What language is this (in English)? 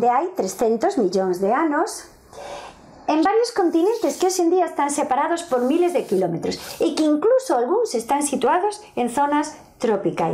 Galician